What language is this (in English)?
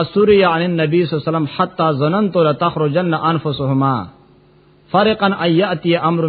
Pashto